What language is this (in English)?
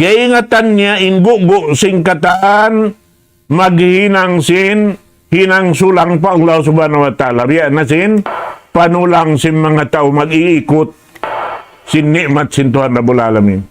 Tausug